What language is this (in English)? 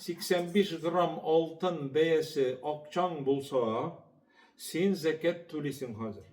Tatar